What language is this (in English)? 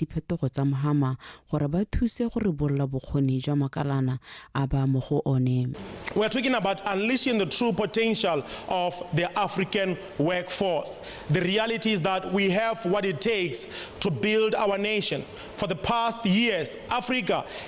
Tswana